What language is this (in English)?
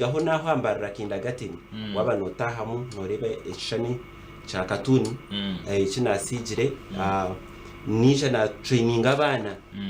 Nyankole